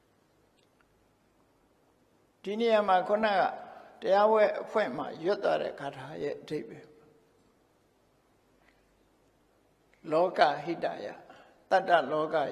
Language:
Burmese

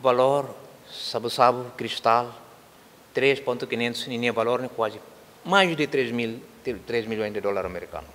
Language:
Tetum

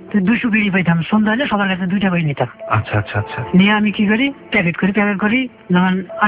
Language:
Bangla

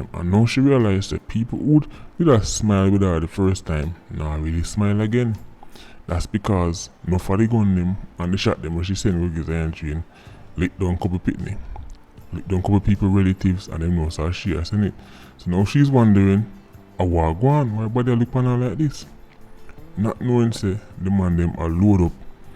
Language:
Jamaican Creole English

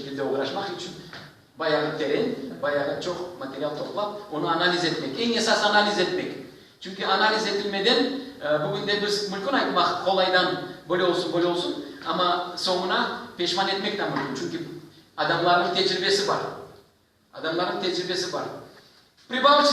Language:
Crimean Tatar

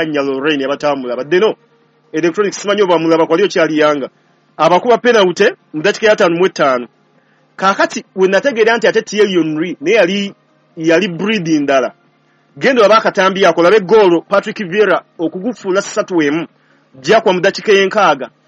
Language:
Ganda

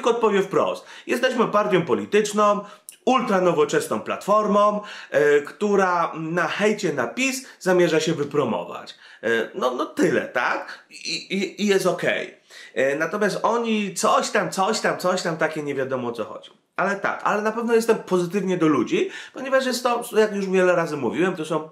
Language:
Polish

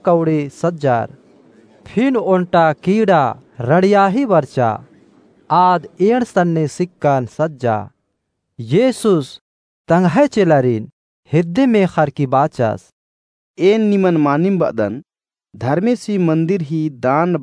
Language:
Kurukh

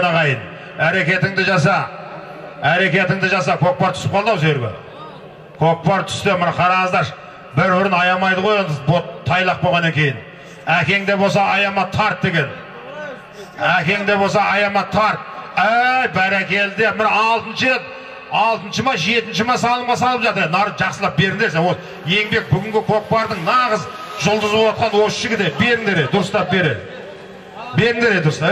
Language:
Kazakh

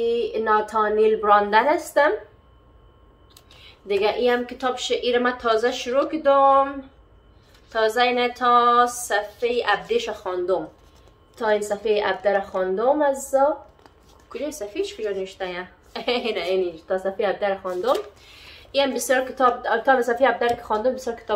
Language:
Persian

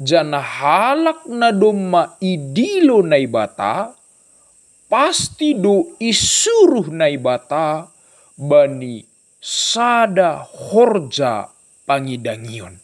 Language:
Batak Simalungun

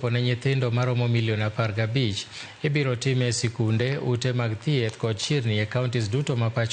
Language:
Luo (Kenya and Tanzania)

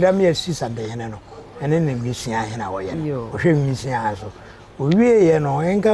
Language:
Akan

